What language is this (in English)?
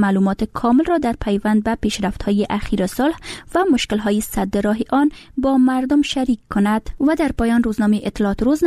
Persian